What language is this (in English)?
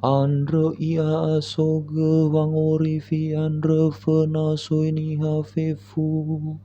Nias